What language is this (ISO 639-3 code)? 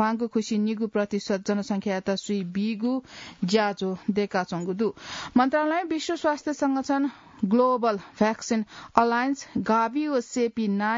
new